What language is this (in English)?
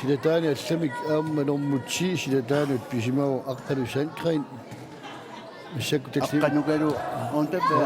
Kalaallisut